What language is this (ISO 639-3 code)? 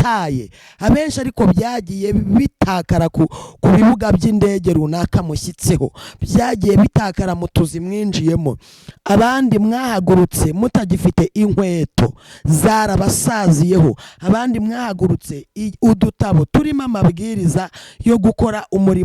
kin